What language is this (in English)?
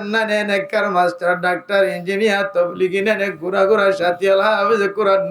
Rohingya